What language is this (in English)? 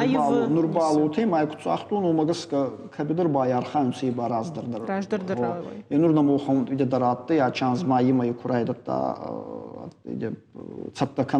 Ossetic